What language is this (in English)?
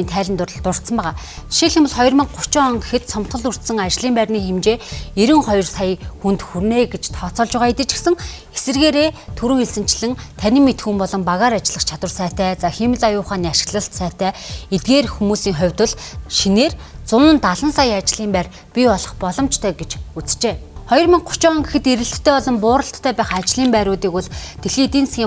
Mongolian